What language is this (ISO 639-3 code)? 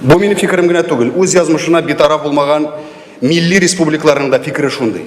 tat